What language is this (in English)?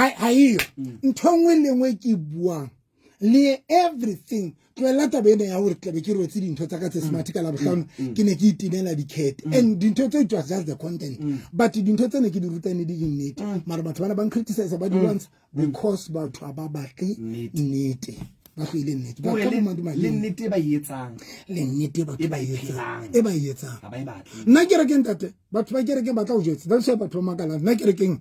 Southern Sotho